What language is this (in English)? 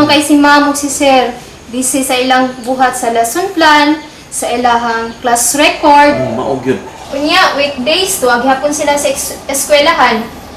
Cebuano